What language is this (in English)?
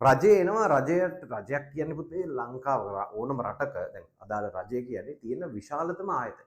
Sinhala